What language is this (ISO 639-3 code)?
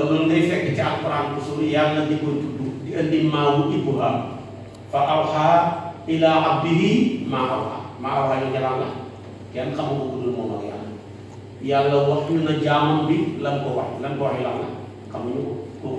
wol